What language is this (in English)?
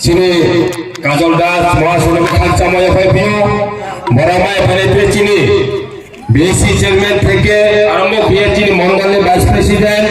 Riang (India)